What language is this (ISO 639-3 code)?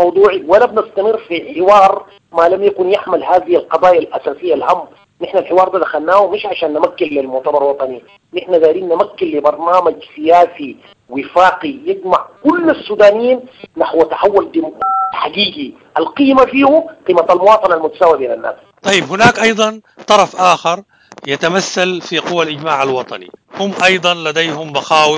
apd